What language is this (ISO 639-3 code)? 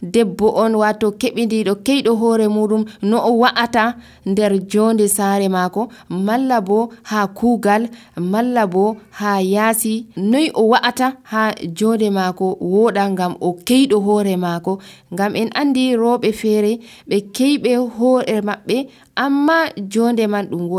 fuv